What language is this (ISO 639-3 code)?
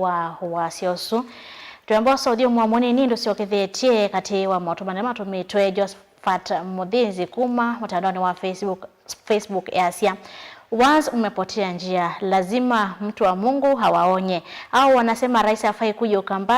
kam